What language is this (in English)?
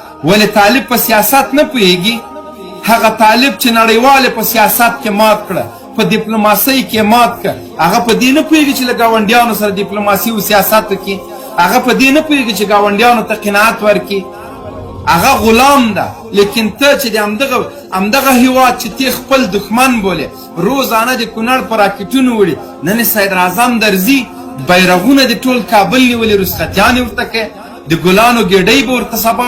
Pashto